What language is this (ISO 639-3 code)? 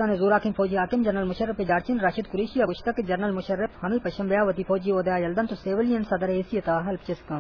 bgp